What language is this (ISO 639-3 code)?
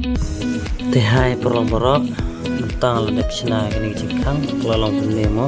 kha